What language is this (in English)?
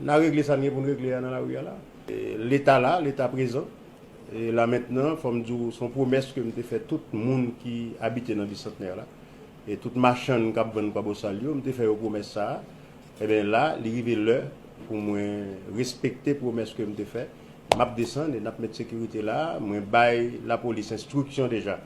Haitian Creole